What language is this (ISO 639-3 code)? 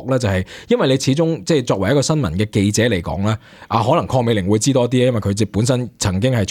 yue